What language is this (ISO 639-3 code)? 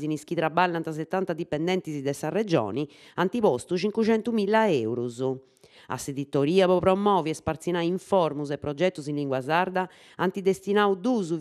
srd